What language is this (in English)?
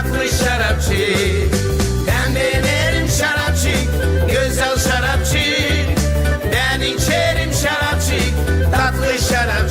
Gagauz